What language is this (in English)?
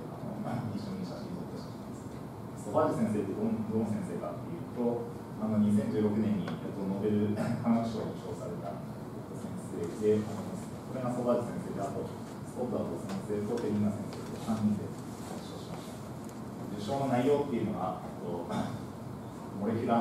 Japanese